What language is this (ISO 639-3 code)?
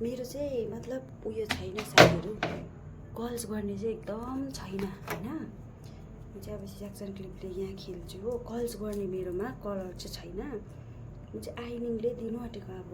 nep